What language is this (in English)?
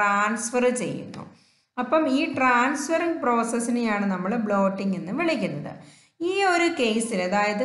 Malayalam